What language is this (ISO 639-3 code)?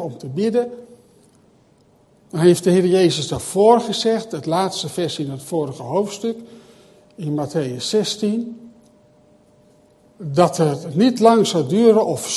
nld